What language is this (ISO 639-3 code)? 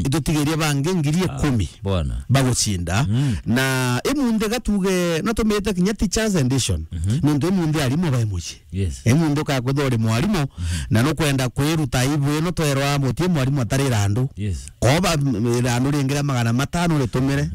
mer